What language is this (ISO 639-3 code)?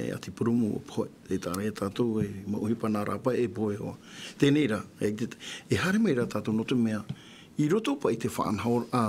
tah